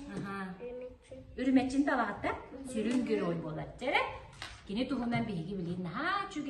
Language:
Yakut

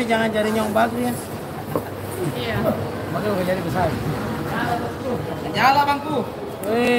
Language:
Indonesian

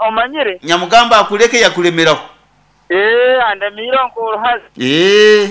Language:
Nyankole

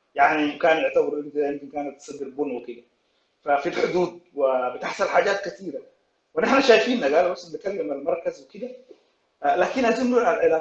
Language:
Sudanese Arabic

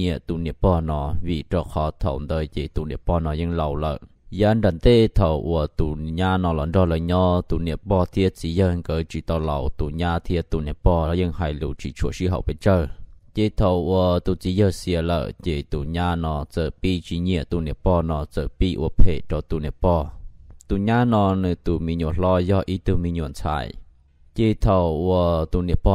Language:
Hmong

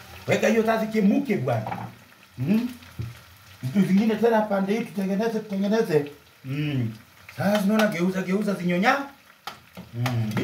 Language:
Swahili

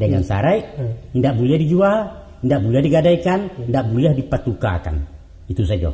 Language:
Minangkabau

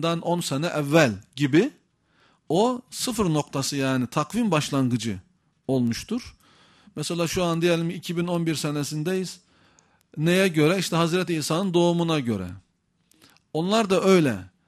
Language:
Turkish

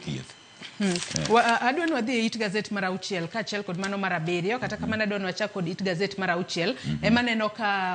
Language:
Luo (Kenya and Tanzania)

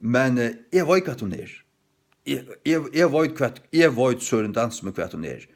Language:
Faroese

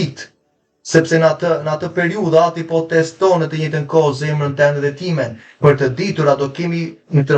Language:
Albanian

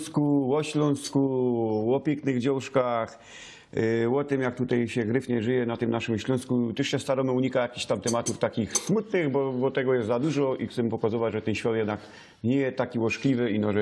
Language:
Silesian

